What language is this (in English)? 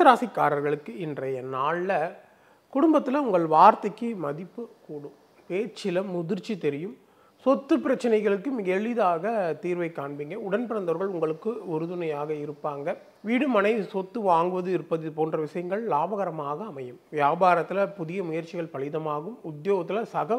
Tamil